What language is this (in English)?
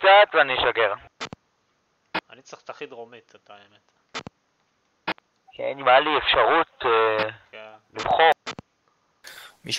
Hebrew